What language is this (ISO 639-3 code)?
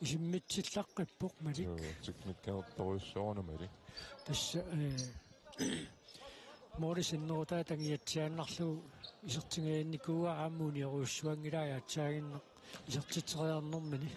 kal